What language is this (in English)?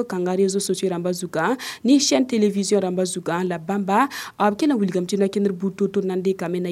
Mossi